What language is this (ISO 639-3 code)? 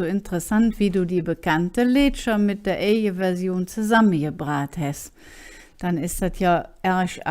ksh